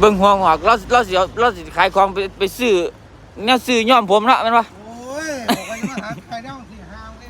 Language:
Northeastern Thai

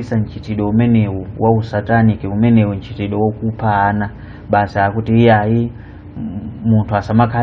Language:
Nyanja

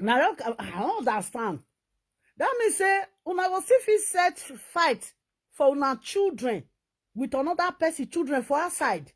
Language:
Nigerian Pidgin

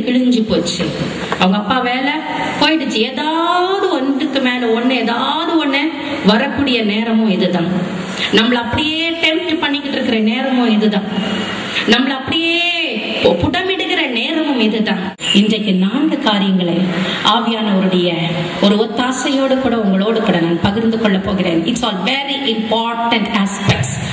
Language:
Tamil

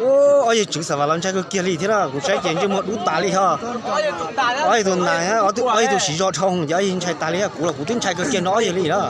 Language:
Hmong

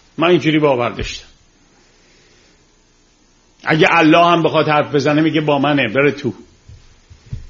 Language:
Persian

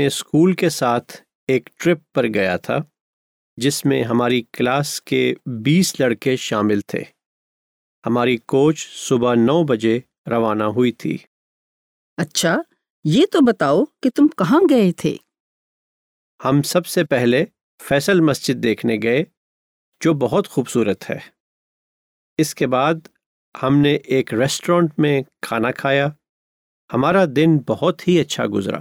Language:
Urdu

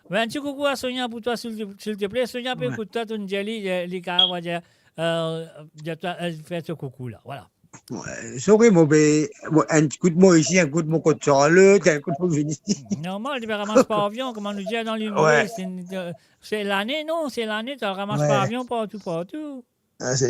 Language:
Morisyen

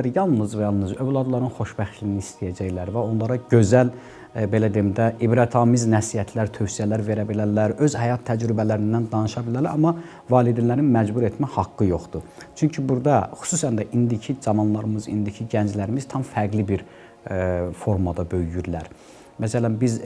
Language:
Azerbaijani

